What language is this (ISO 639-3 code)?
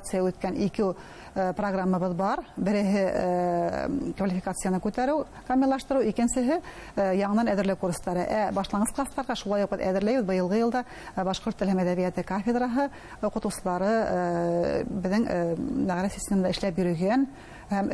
bak